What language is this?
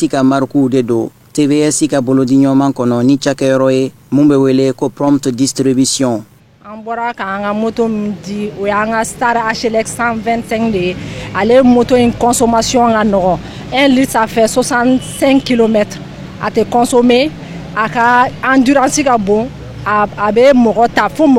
Bambara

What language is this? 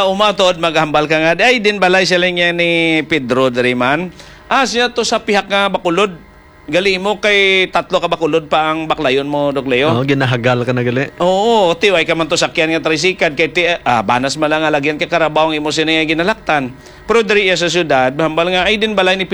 Hiligaynon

